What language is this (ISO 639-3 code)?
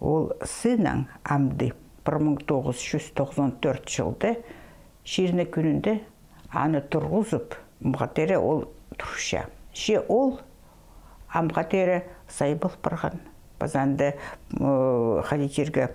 kjh